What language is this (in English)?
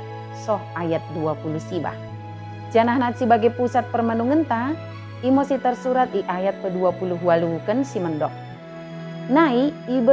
Batak Dairi